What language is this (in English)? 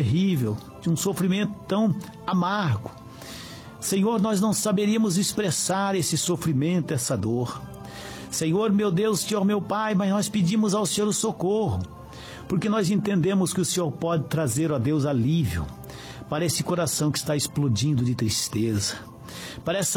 Portuguese